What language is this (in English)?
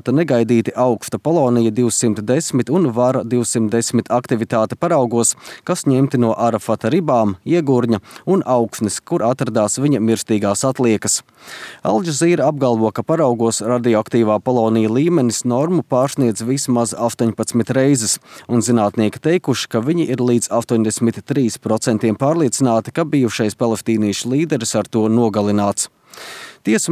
Latvian